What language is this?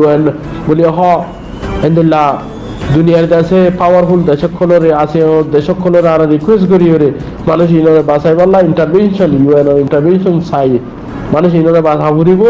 Rohingya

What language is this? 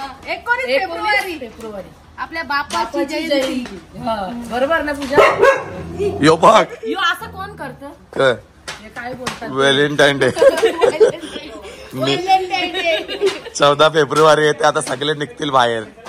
Marathi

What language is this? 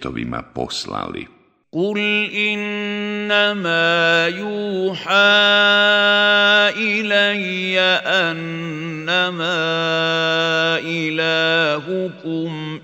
Bosnian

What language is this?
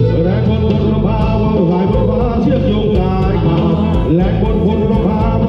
Thai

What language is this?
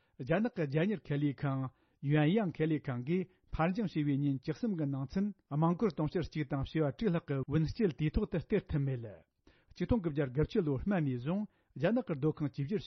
Tibetan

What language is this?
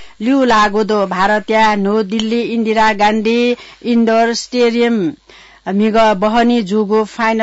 Newari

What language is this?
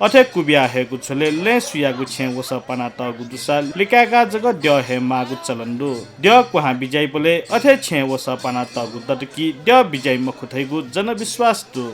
Newari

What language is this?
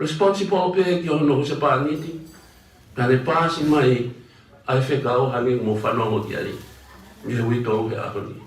Tongan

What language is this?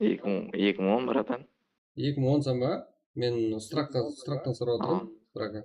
Kara-Kalpak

